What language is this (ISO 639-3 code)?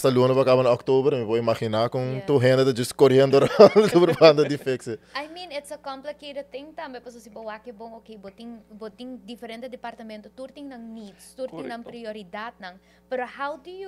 pap